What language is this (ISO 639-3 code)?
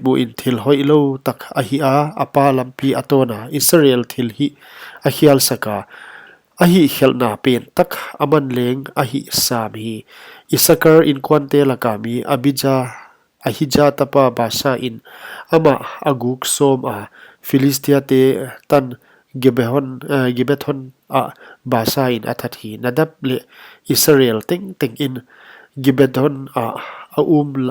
pck